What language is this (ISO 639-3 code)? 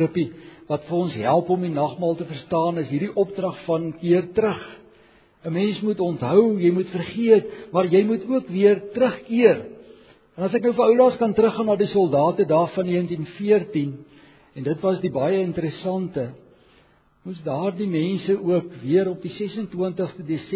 afr